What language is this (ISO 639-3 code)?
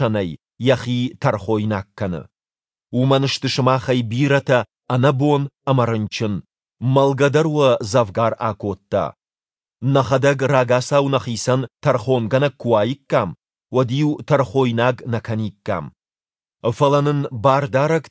oss